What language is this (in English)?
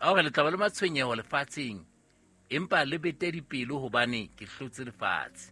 Southern Sotho